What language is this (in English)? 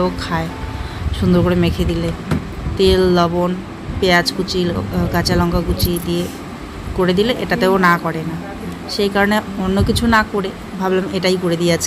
Bangla